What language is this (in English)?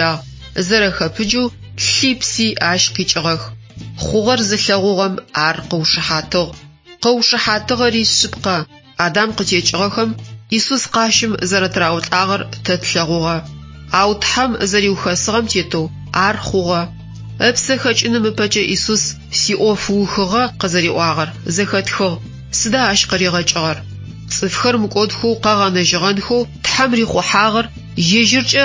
Adyghe